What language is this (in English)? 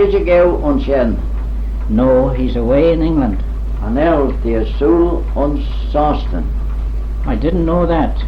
Manx